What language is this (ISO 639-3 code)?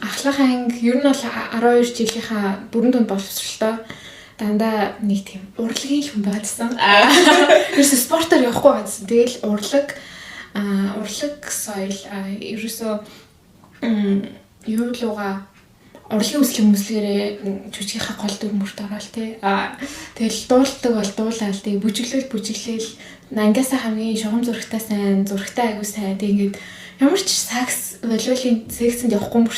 mon